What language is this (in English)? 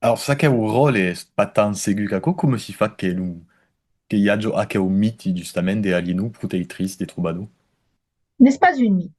Occitan